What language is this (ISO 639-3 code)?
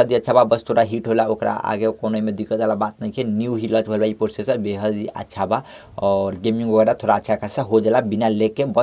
bho